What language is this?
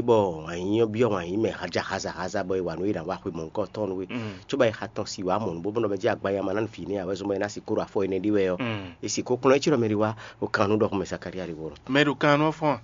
Fon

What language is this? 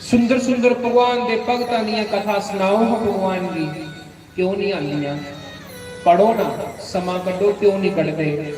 Dogri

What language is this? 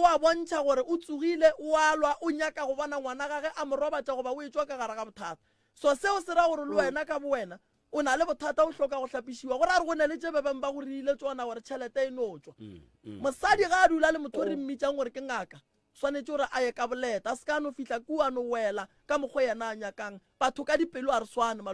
Northern Sotho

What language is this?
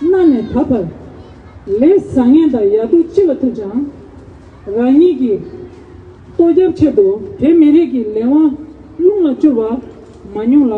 Tibetan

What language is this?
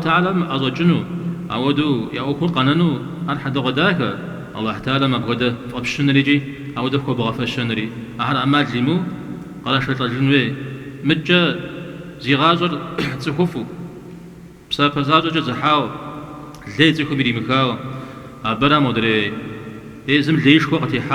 Kabardian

